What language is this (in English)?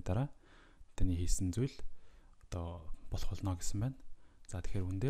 Mongolian